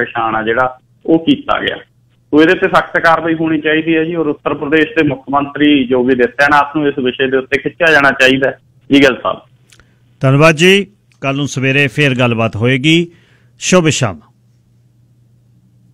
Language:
Punjabi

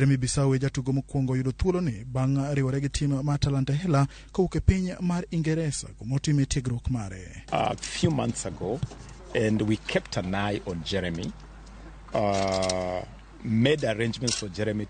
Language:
Luo (Kenya and Tanzania)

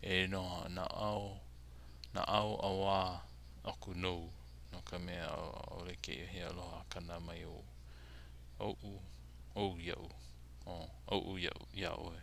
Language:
Hawaiian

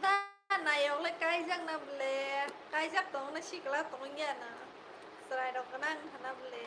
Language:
Kok Borok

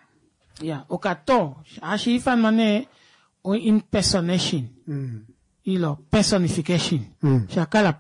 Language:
Kuanyama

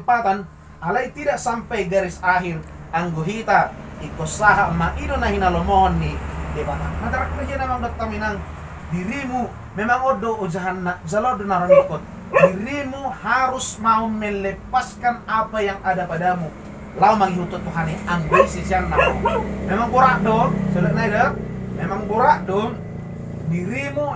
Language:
Batak Toba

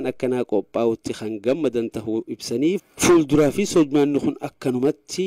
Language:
Oromo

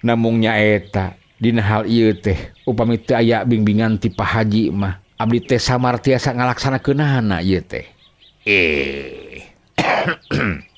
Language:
Sundanese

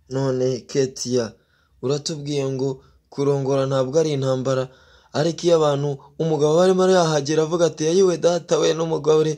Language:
Kinyarwanda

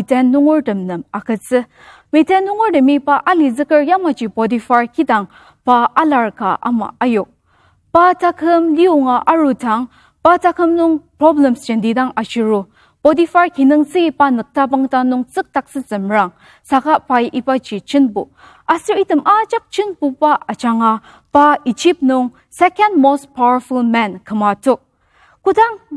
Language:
Ao Naga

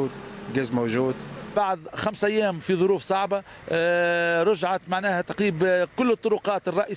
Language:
Tunisian Arabic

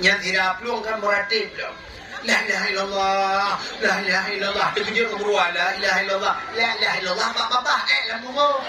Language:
Achinese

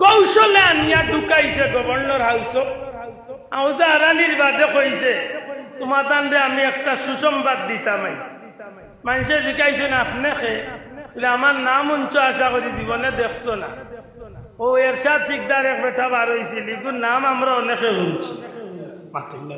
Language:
Sylheti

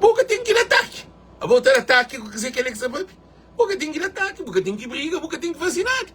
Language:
Kabuverdianu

